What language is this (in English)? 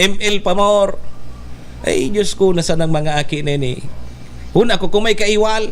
Bikol